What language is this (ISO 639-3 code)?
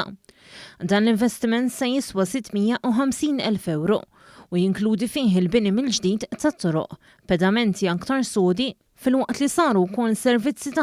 mlt